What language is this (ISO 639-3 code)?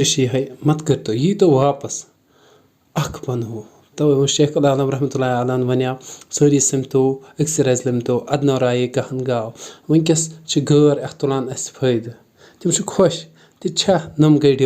kas